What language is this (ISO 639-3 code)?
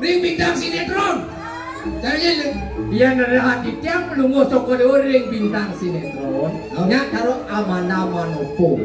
ban